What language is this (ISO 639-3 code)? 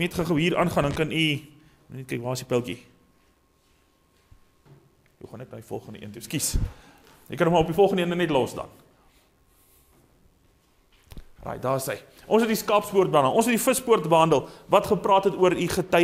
afr